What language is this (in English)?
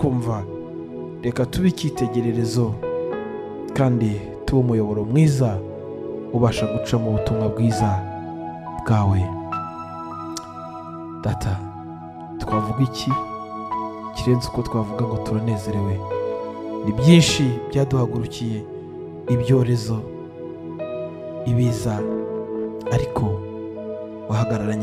Kinyarwanda